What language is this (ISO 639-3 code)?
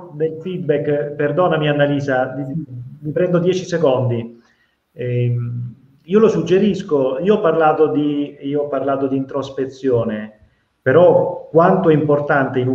ita